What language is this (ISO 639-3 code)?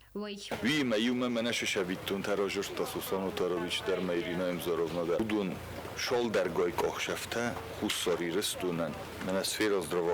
oss